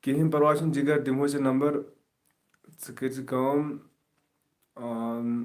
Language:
Kashmiri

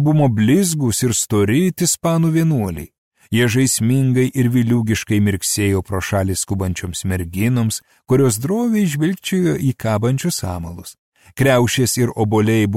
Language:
Lithuanian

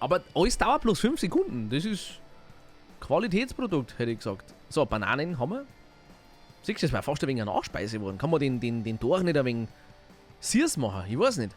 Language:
Bavarian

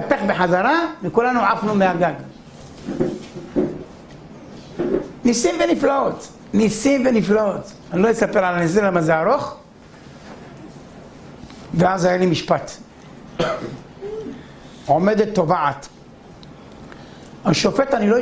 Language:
Hebrew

